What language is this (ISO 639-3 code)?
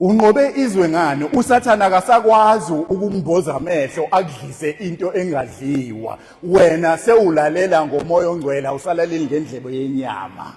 zul